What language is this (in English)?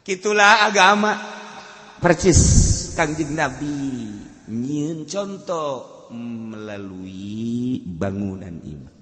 Sundanese